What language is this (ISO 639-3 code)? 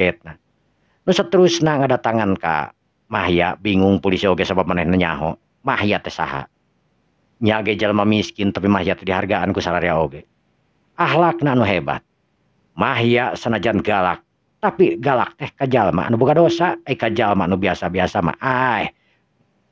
sun